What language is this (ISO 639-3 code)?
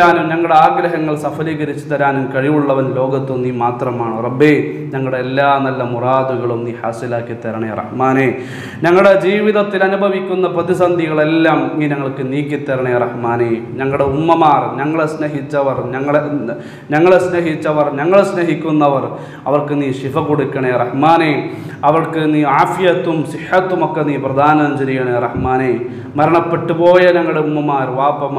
mal